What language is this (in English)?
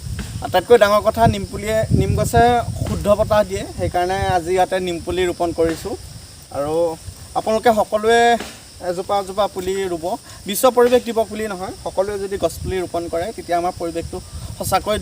Assamese